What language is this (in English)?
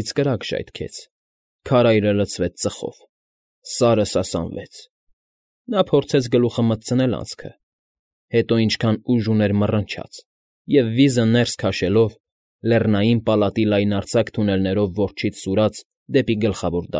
Armenian